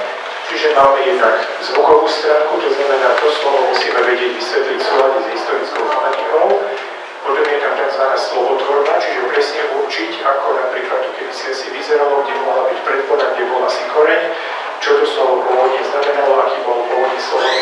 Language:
Slovak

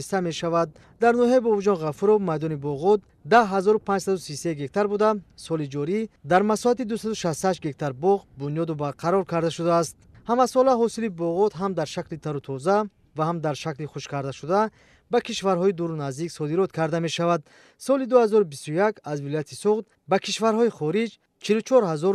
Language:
Tajik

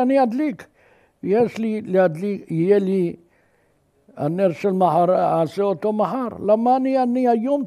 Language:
Hebrew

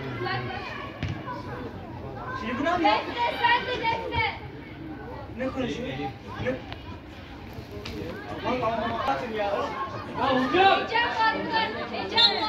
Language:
Turkish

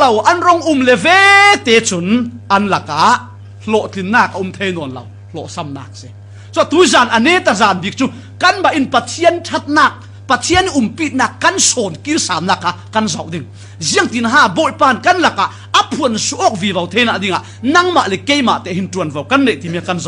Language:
Falam Chin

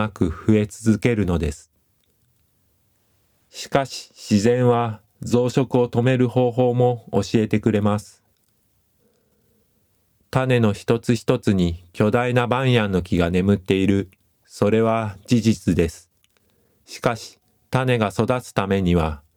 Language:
Japanese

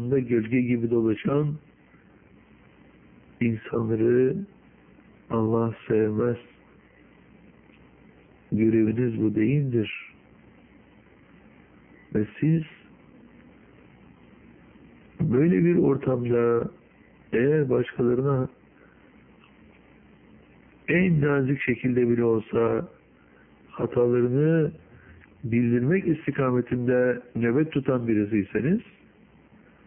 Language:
Turkish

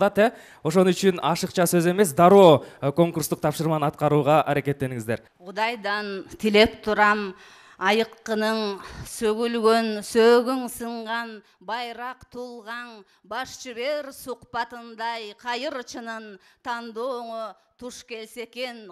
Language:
Kyrgyz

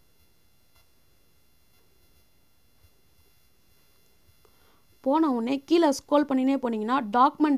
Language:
Tamil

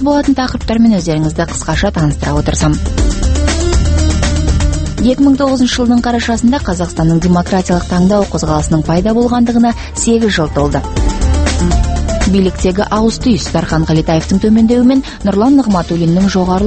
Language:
Kazakh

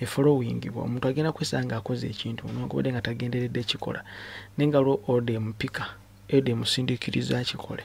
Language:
Ganda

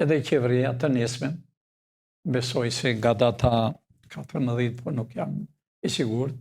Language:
Albanian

